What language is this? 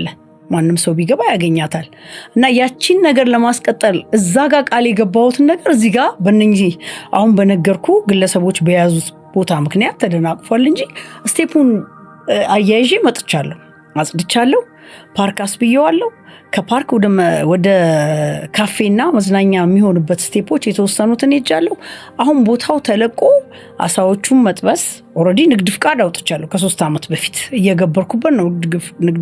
Amharic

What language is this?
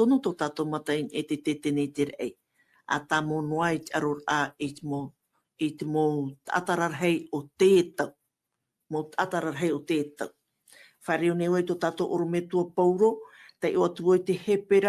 Tahitian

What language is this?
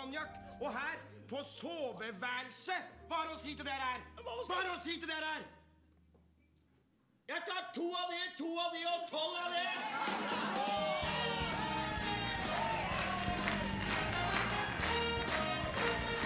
Norwegian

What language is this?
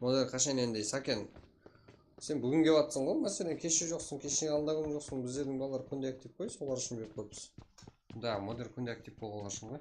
Kara-Kalpak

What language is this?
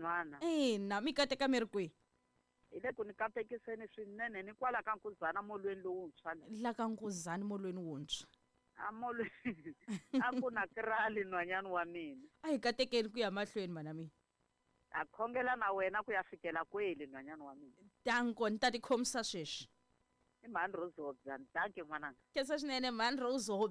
Tsonga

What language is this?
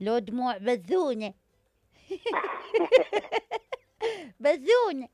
Mesopotamian Arabic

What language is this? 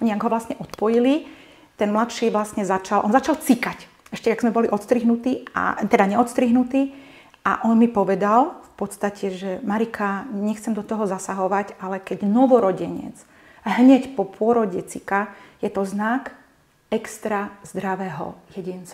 Slovak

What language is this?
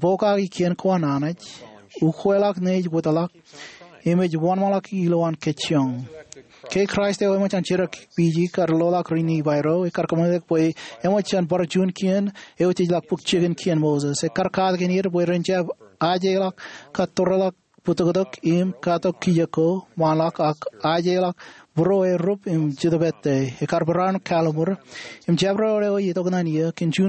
Marshallese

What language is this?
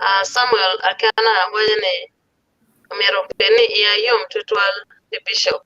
Acoli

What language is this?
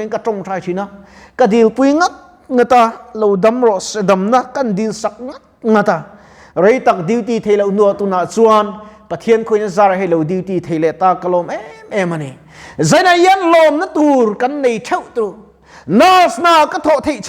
Mizo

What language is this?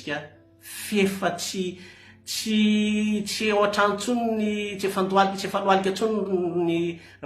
Malagasy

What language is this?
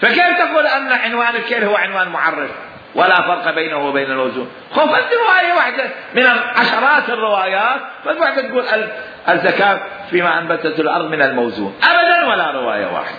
Mesopotamian Arabic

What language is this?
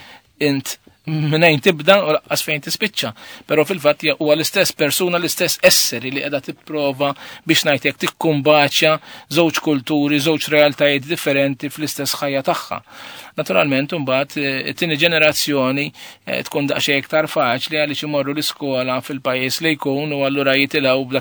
Maltese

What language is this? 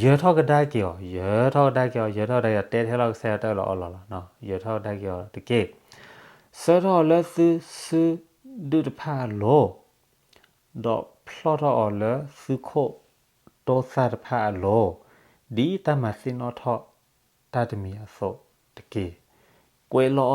S'gaw Karen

